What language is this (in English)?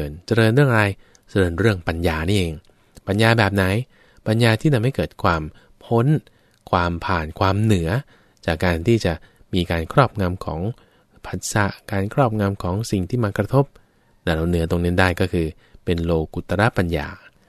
Thai